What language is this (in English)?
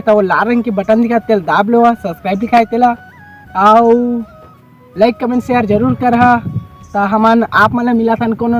Chhattisgarhi